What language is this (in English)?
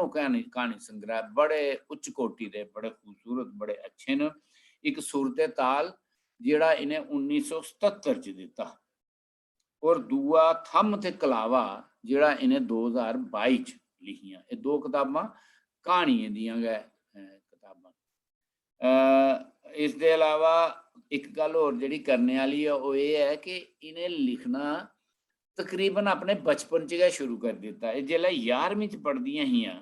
Dogri